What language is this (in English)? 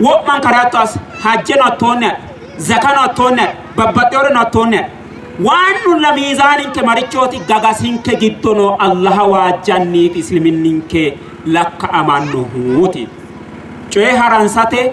Sidamo